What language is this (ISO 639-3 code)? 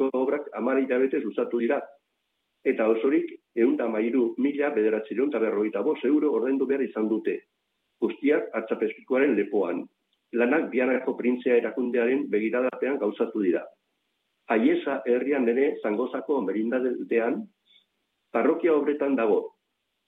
eus